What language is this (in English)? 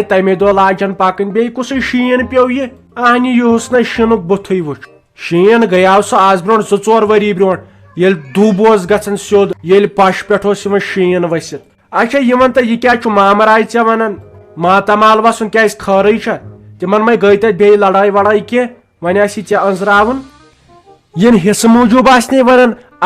Kashmiri